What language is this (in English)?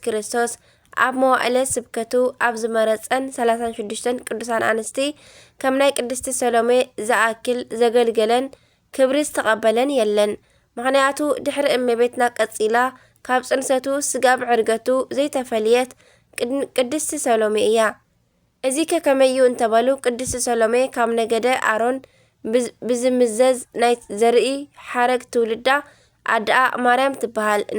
Tigrinya